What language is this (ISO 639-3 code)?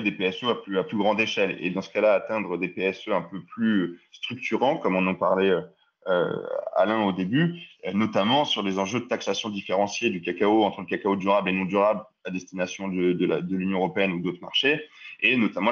fra